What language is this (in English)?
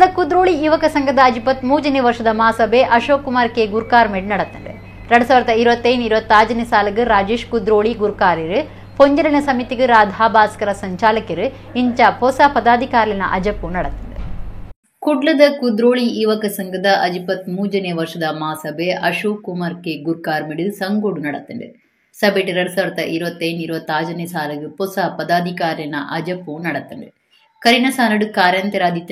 Tulu